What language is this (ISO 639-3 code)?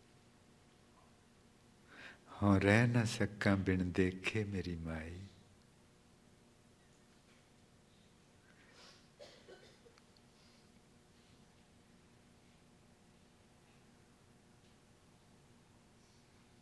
pan